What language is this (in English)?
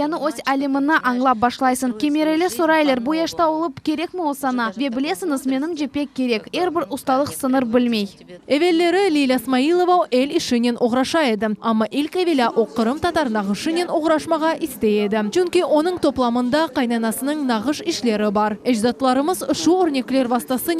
Crimean Tatar